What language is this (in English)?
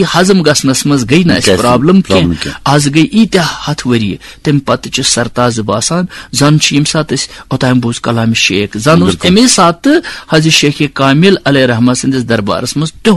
Kashmiri